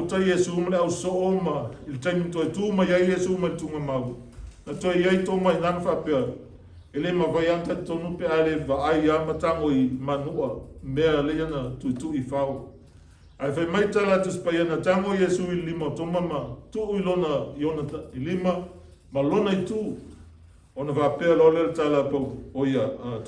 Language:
Samoan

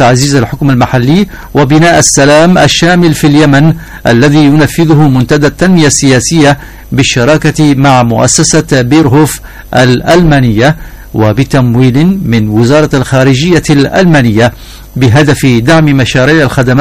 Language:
Arabic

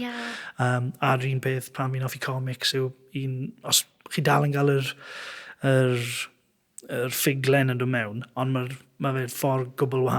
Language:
Welsh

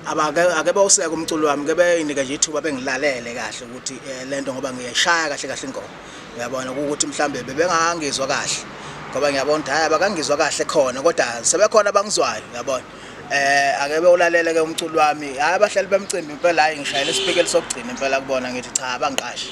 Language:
Zulu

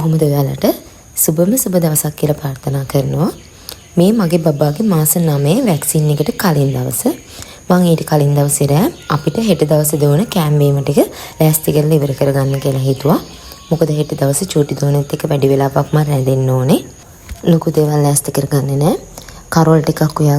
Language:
Sinhala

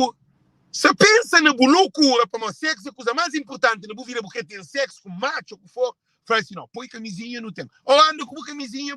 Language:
Kabuverdianu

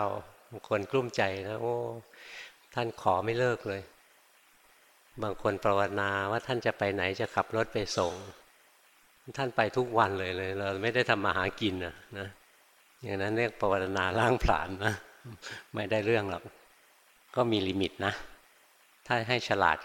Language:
Thai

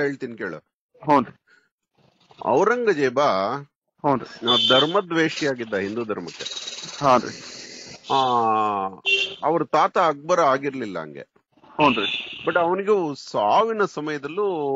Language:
Kannada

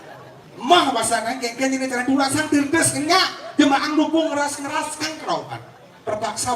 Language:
Balinese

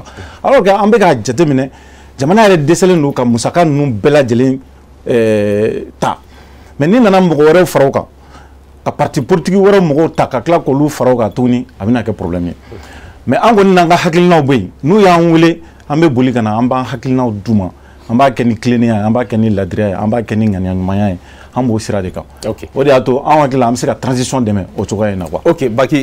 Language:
Bambara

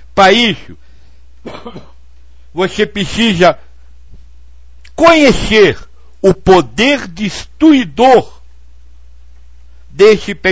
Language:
Portuguese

